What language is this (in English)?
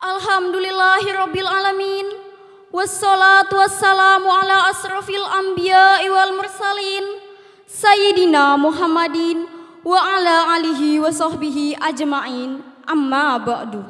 Madurese